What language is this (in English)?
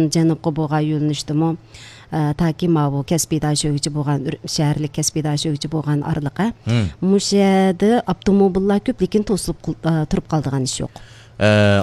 Uyghur